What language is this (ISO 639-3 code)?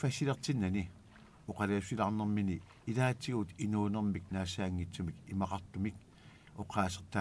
kal